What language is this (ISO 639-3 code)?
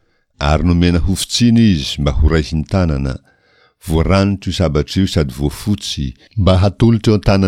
mlg